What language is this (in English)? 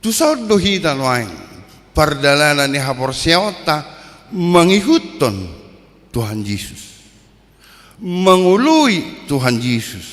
Batak Toba